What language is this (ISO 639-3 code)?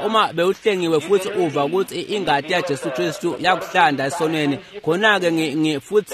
ssw